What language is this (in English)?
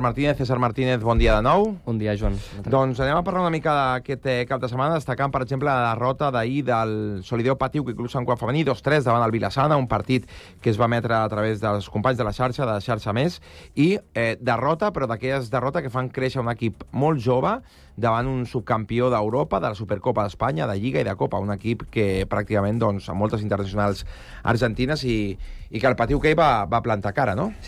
Catalan